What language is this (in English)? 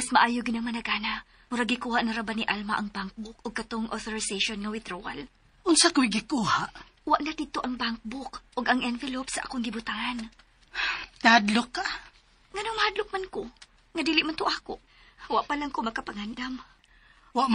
Cebuano